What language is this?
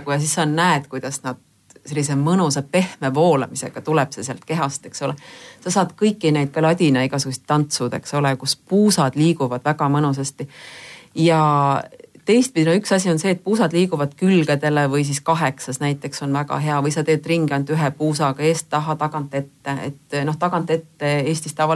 Estonian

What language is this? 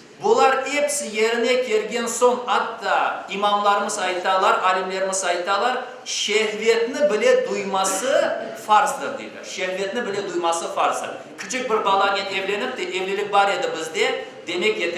Crimean Tatar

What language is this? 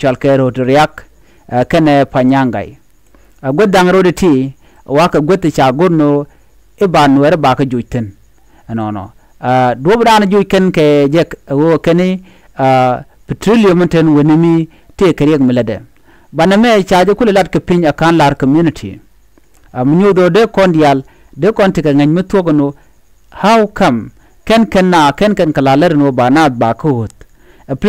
Nuer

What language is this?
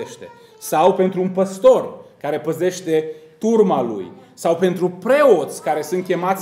Romanian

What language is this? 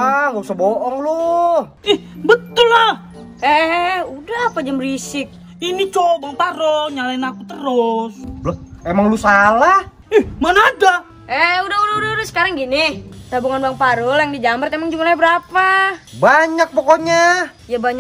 Betawi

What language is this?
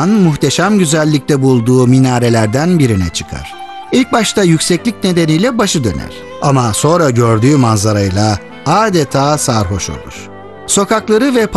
Turkish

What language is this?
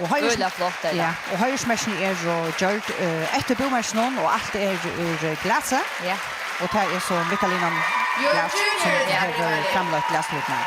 Faroese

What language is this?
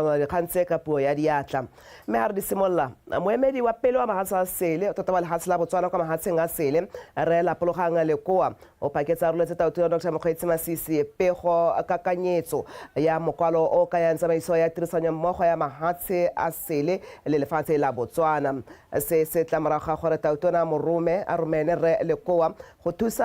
Tswana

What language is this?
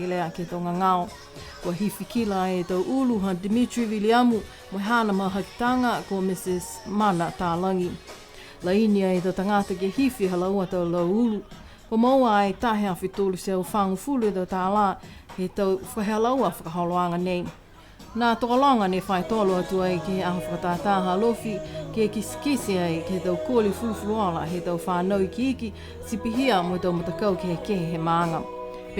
Niuean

